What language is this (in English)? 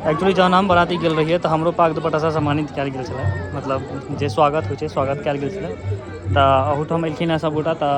Maithili